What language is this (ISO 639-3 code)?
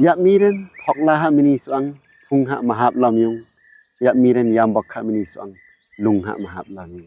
lif